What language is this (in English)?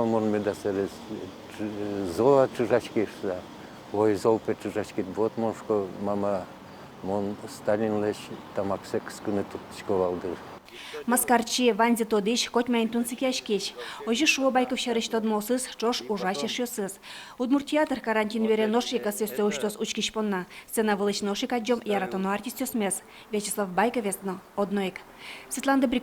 Udmurt